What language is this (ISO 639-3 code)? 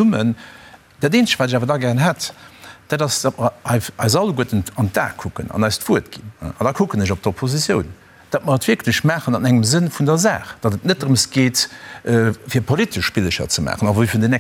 ltz